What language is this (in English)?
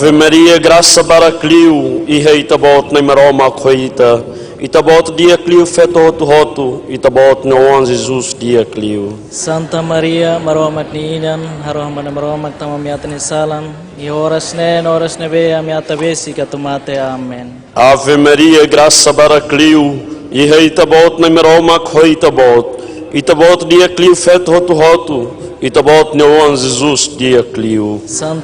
Tetum